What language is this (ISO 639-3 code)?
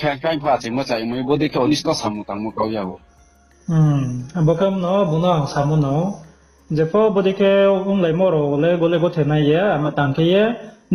ria